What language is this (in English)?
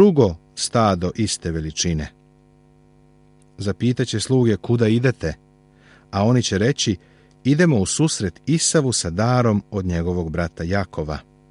Serbian